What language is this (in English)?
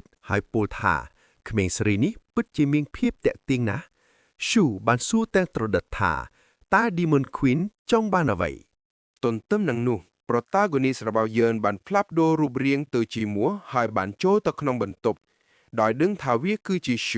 Khmer